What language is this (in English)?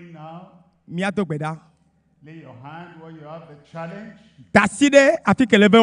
Ewe